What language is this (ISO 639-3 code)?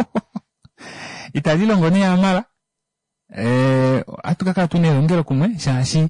kua